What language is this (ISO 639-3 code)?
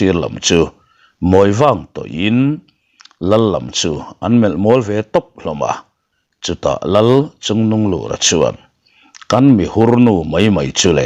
lus